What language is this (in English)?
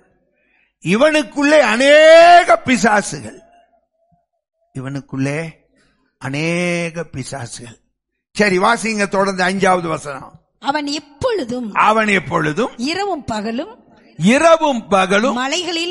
Tamil